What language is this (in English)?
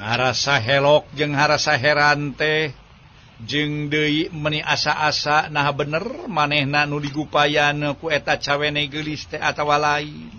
Sundanese